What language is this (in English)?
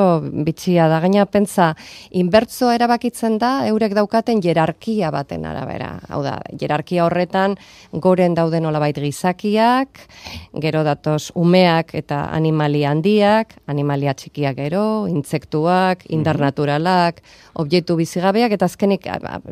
Basque